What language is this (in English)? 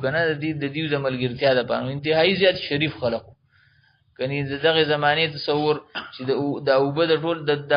Pashto